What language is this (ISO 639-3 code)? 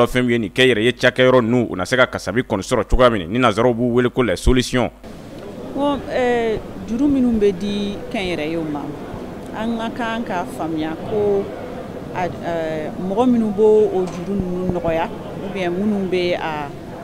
bam